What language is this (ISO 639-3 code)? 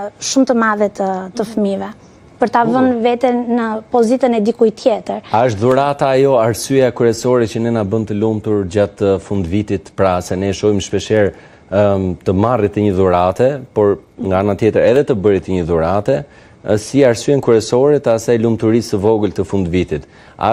sqi